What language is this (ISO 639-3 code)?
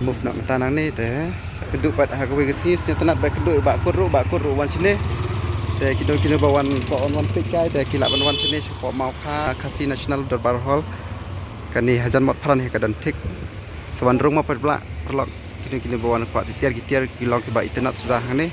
kha